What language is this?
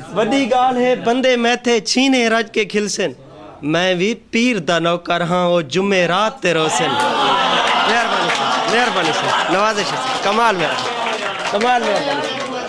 Saraiki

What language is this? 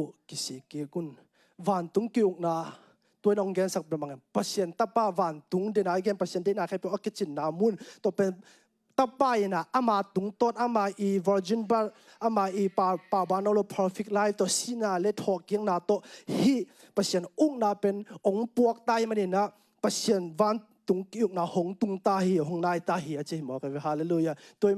Tedim Chin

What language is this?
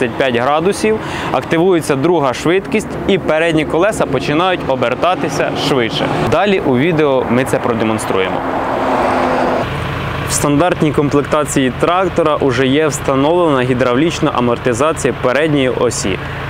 Ukrainian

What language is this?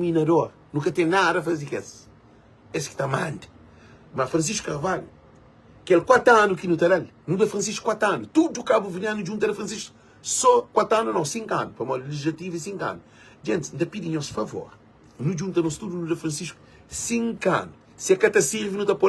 Kabuverdianu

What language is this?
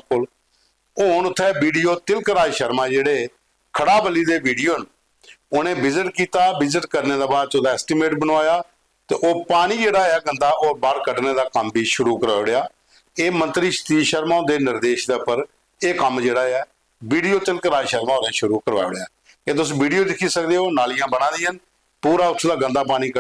Dogri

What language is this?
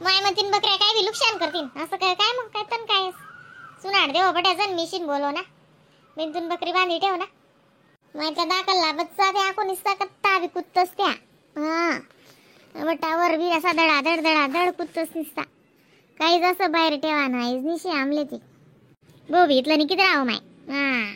Khandesi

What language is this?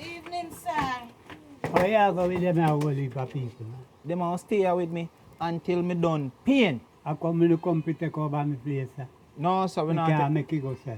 Jamaican Creole English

